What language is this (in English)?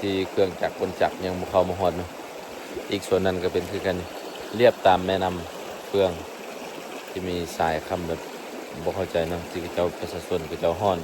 Lao